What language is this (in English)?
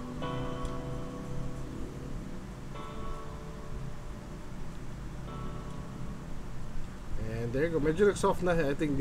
Filipino